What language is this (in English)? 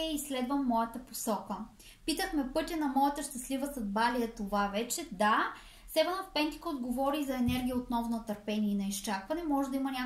Bulgarian